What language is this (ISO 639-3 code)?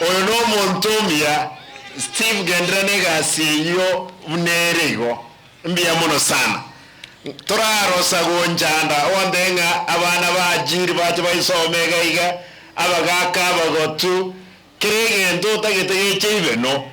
guz